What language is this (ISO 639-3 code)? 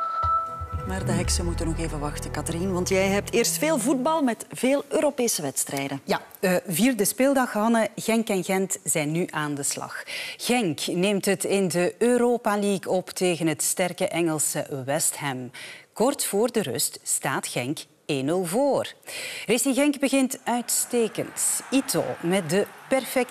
nld